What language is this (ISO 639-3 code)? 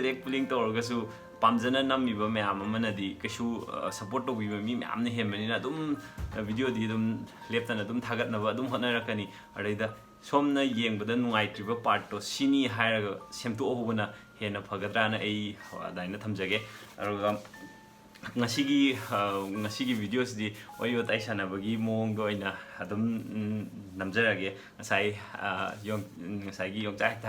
mni